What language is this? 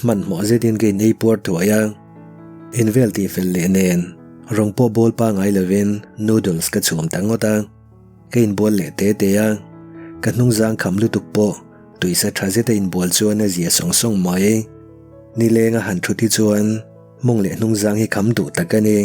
Mizo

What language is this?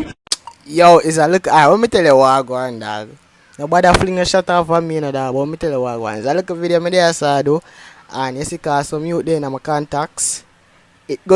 Jamaican Creole English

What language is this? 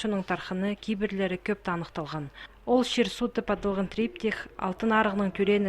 Khakas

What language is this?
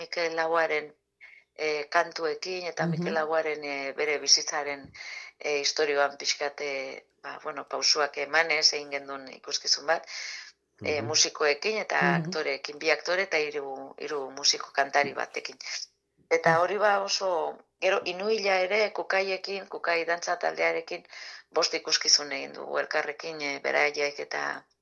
Basque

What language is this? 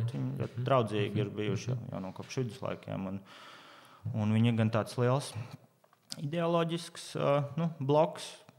Latvian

